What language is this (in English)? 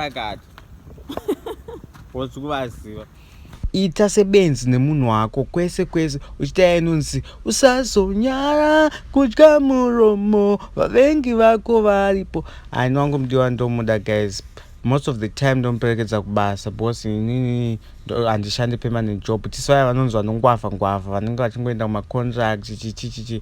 Shona